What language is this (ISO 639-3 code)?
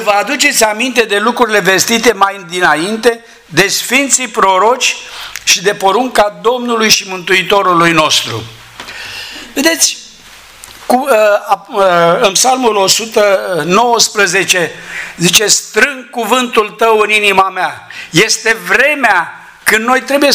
ron